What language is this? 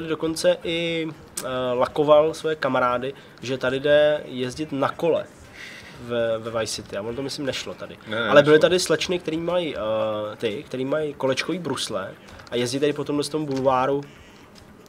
Czech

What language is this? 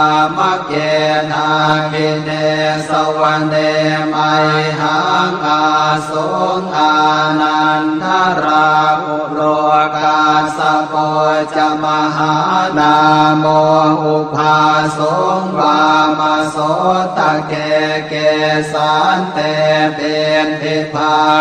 Pali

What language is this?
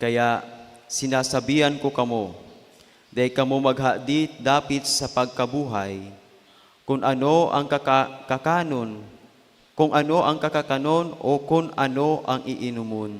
Bikol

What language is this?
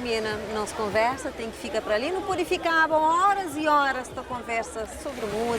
Kabuverdianu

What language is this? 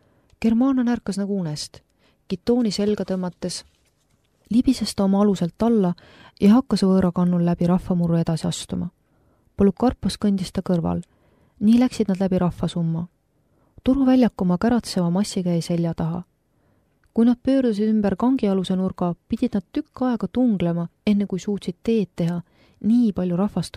Estonian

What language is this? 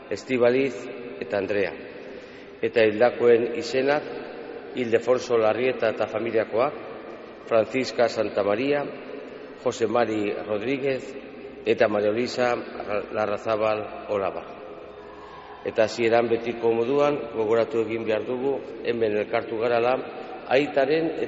Basque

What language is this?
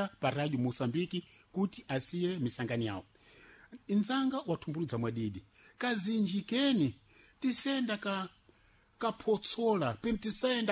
Sena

